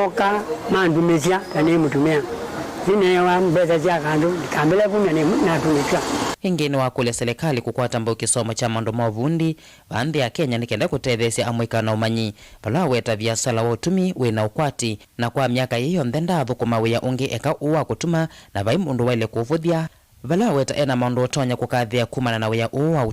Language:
Kamba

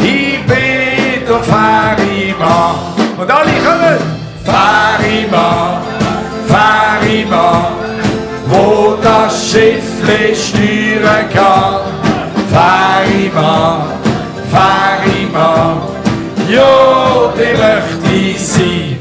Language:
Swiss German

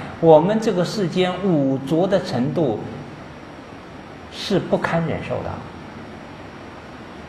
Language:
Chinese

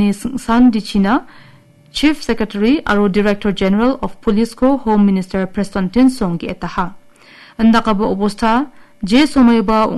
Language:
Garo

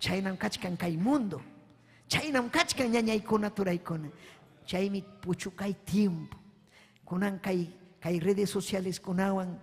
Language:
Ayacucho Quechua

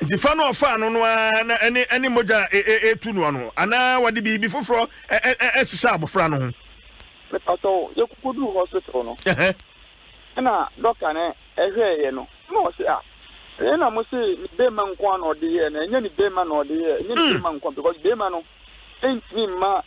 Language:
Akan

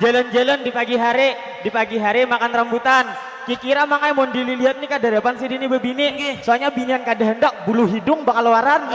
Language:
Banjar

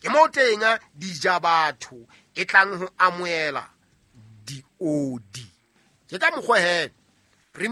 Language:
Southern Sotho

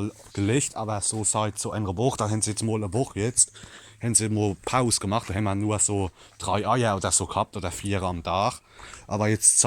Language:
Palatine German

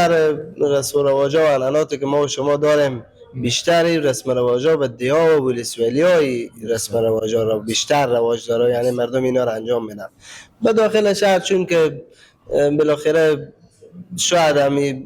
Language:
Persian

